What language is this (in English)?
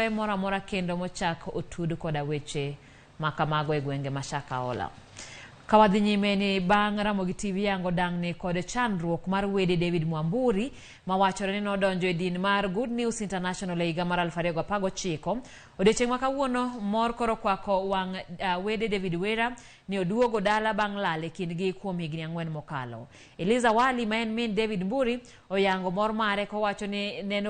Luo (Kenya and Tanzania)